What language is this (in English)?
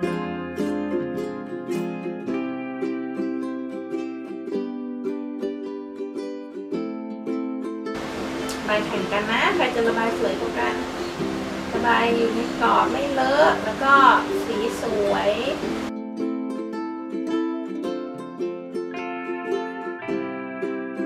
Thai